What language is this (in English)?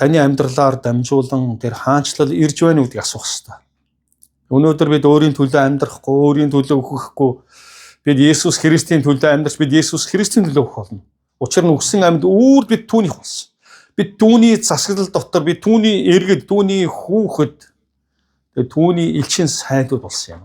Mongolian